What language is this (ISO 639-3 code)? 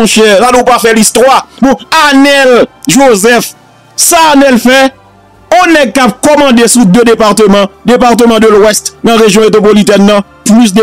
hat